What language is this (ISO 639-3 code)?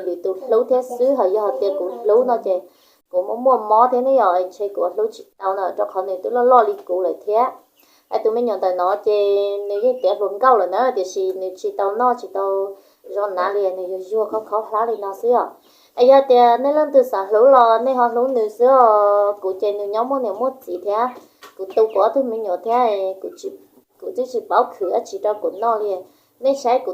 hmn